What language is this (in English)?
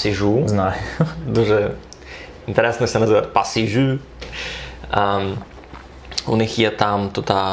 Rusyn